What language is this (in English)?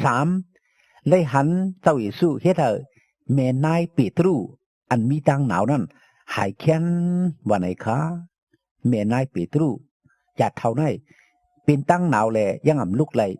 Shan